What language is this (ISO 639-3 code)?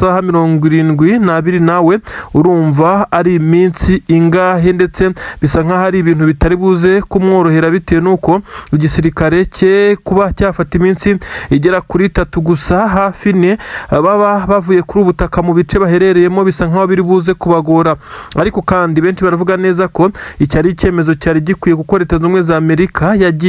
kin